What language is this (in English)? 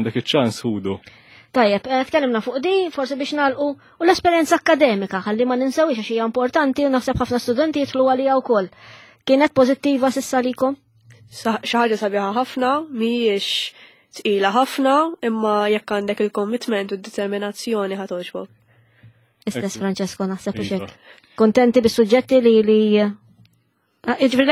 Maltese